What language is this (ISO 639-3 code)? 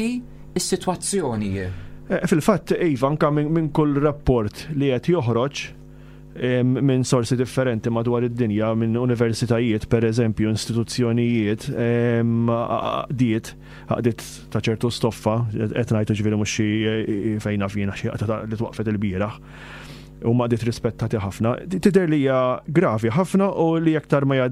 mlt